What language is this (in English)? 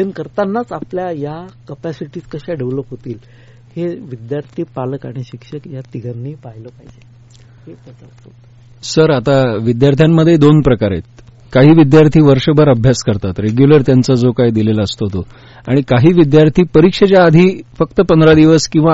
Marathi